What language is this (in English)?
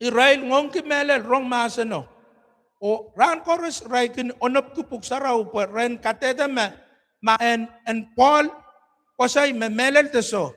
Pohnpeian